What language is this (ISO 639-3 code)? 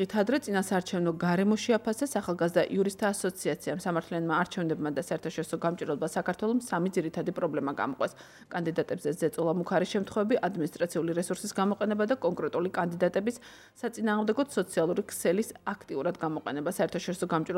kat